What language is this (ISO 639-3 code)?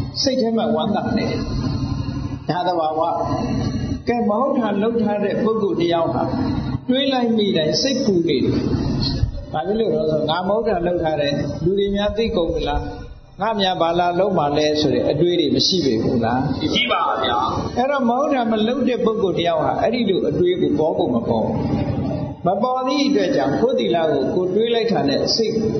mya